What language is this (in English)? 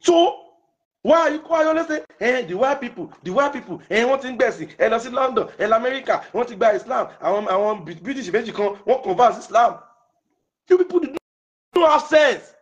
Yoruba